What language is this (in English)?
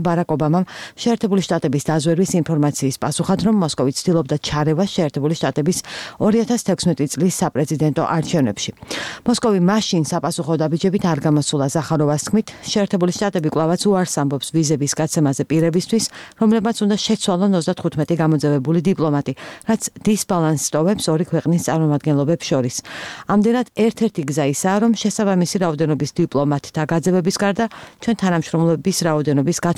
Georgian